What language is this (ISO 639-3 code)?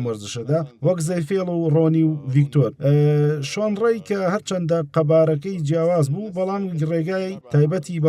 ckb